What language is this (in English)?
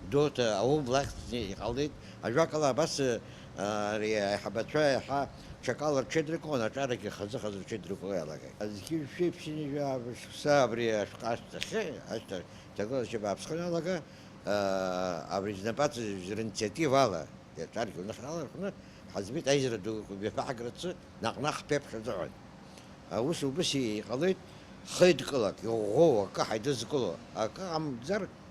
Abkhazian